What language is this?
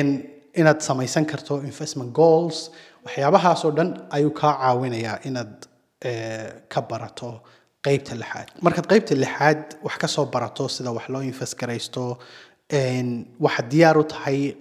Somali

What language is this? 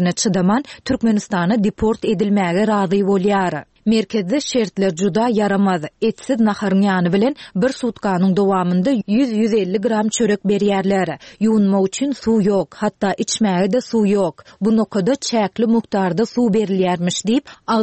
Turkmen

